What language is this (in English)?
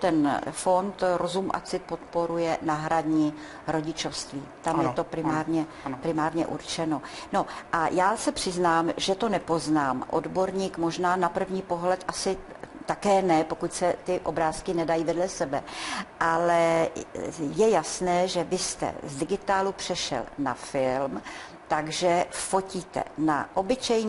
Czech